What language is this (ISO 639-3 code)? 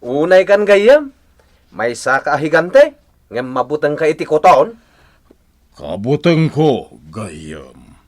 ilo